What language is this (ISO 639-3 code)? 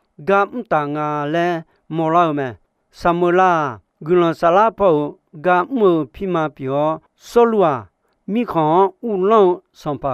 ahk